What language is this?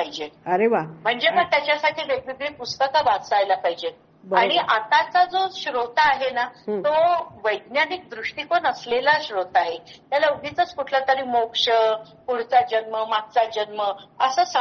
Marathi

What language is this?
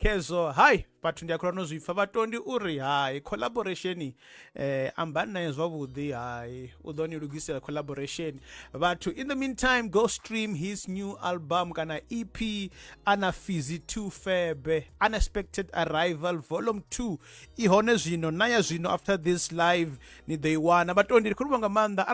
Venda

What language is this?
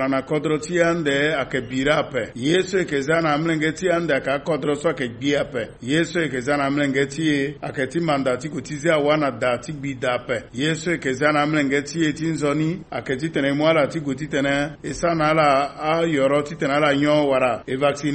Sango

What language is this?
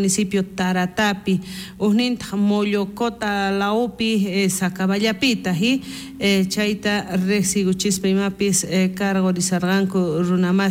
South Bolivian Quechua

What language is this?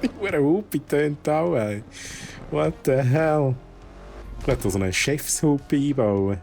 Swiss German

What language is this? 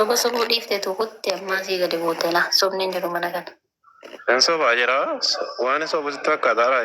Oromo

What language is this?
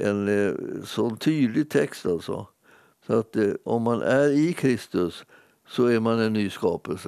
Swedish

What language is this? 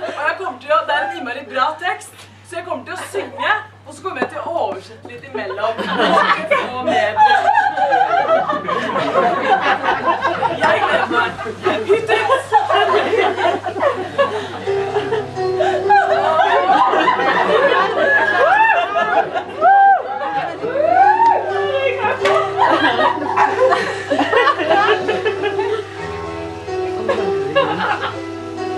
Norwegian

